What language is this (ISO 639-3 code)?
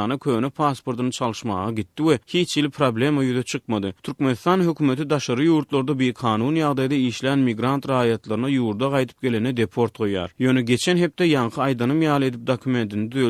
tuk